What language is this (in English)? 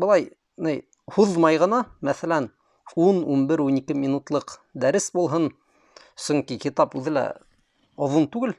Bashkir